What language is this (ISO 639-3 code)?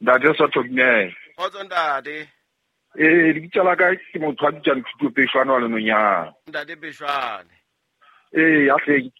sot